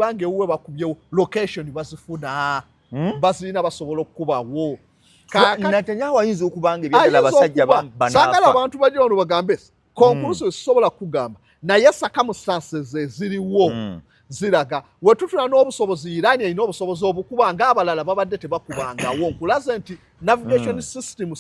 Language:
Ganda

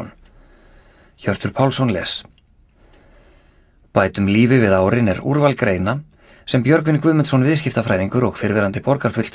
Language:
Icelandic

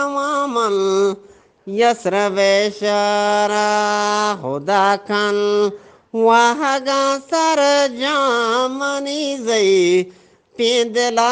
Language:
Eastern Balochi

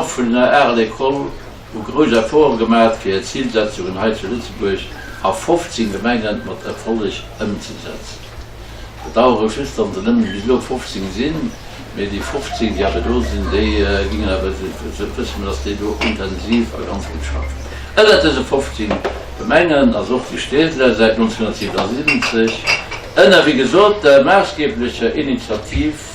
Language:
Luxembourgish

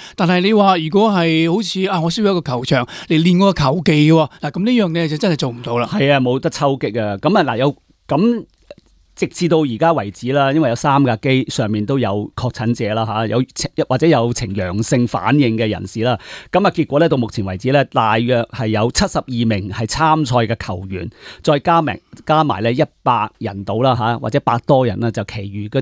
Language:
Cantonese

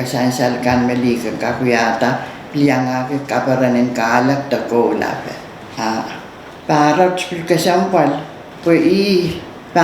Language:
Pohnpeian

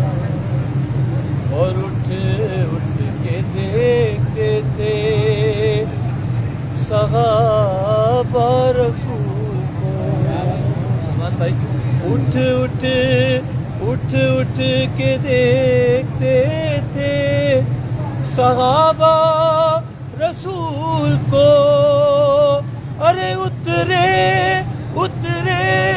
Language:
Urdu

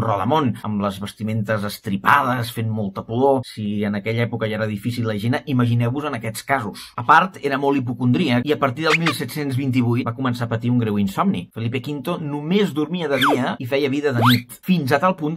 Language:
Catalan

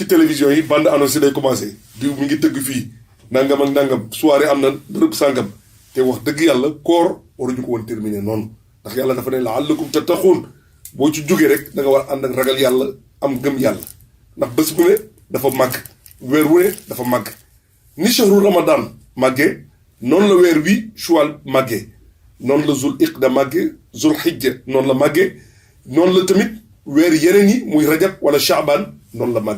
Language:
Wolof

